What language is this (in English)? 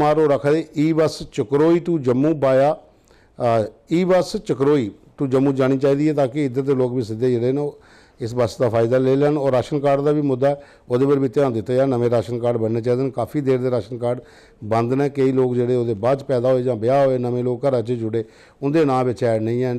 Dogri